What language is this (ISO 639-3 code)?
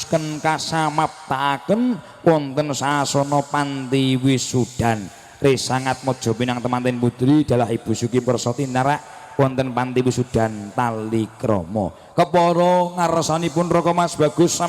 jav